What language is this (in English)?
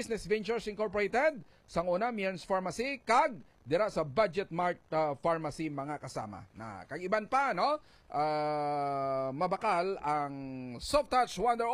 Hiligaynon